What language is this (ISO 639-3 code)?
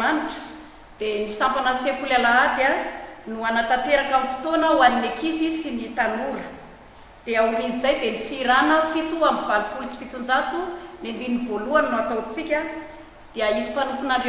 mlg